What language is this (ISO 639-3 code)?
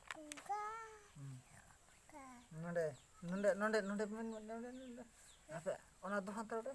sat